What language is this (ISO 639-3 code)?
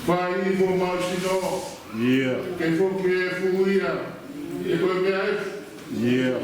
ton